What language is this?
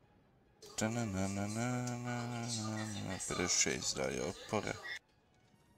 Croatian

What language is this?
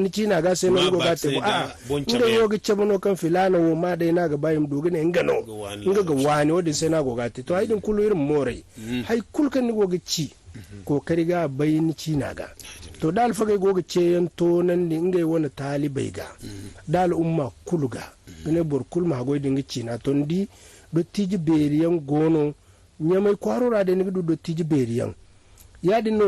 Zarma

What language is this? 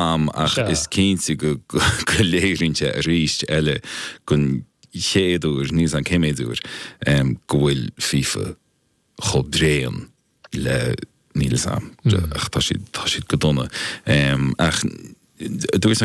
Irish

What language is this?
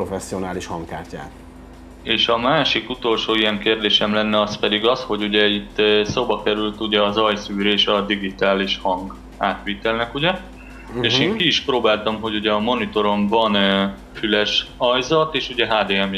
Hungarian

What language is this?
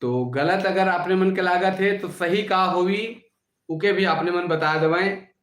Sadri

